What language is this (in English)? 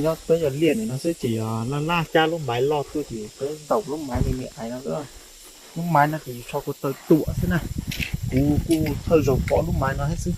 Hmong